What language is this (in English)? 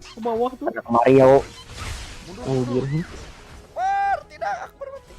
Banjar